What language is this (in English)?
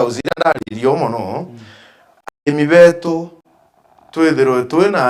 Meru